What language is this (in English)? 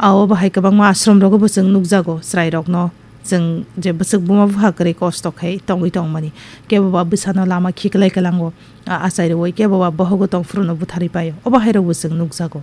Kok Borok